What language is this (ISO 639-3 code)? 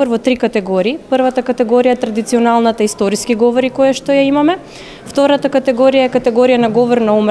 mkd